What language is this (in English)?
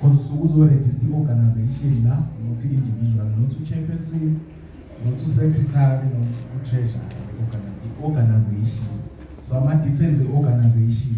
Zulu